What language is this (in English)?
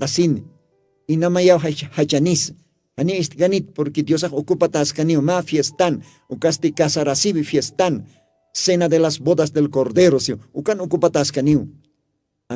Aymara